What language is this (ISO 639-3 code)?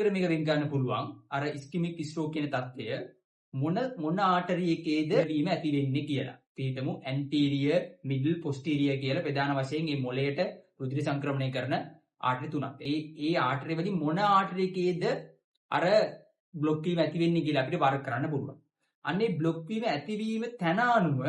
sin